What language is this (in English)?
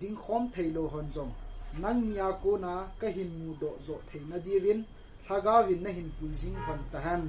Thado Chin